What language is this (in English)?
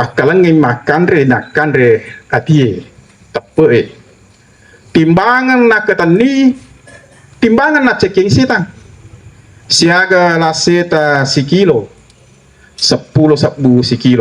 Buginese